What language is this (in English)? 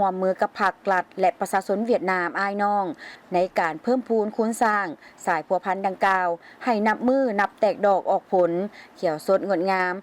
Lao